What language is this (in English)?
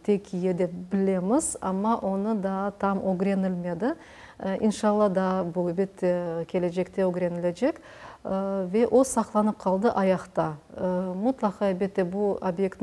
Crimean Tatar